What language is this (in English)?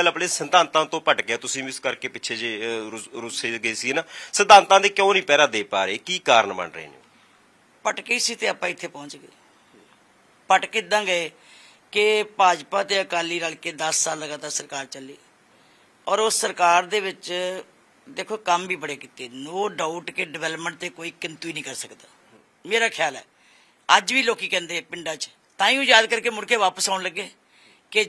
Punjabi